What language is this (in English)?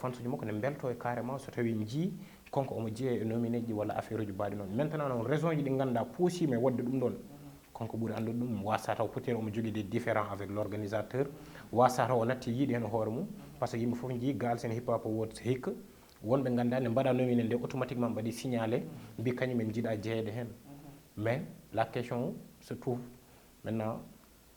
Fula